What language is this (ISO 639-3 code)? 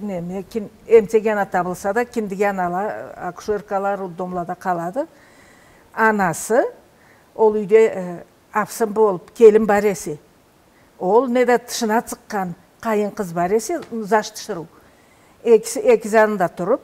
krc